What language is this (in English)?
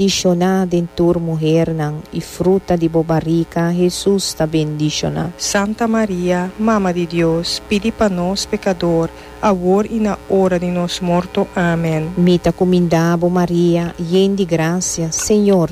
Papiamento